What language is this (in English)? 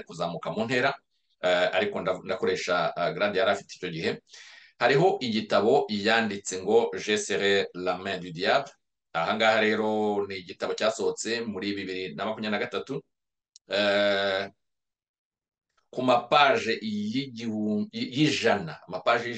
Kinyarwanda